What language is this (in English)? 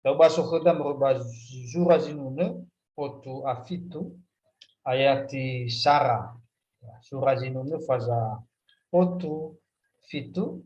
Nias